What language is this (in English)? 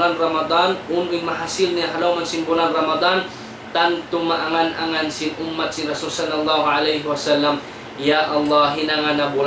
Tausug